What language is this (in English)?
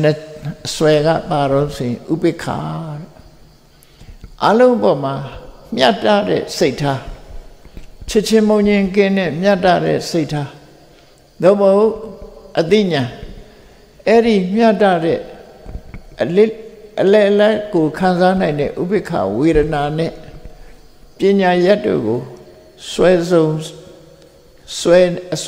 Burmese